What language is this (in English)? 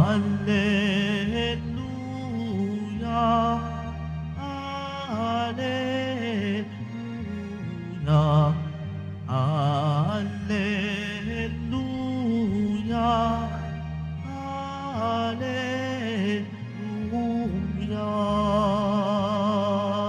Filipino